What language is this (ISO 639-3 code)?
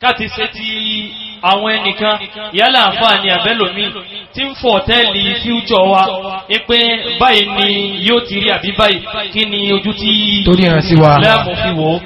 yor